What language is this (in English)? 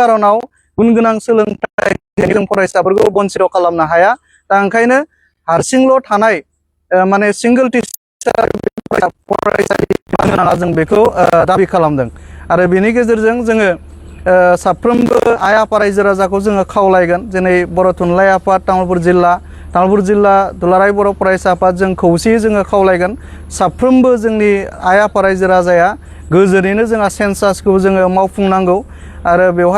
Bodo